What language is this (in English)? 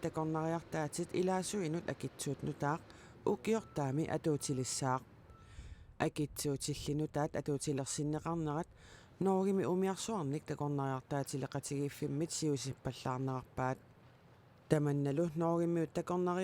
Kalaallisut